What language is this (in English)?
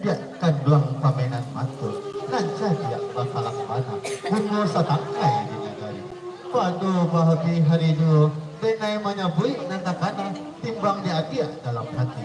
Minangkabau